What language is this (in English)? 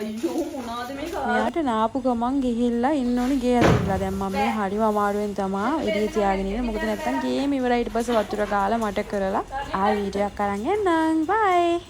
Sinhala